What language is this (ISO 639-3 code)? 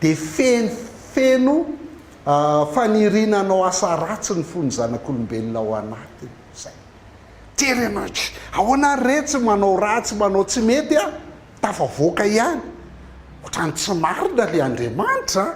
mlg